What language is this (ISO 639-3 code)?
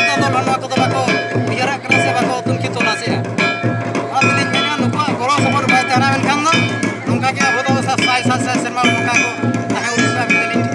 sat